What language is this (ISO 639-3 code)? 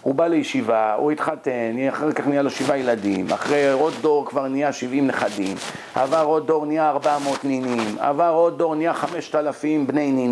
heb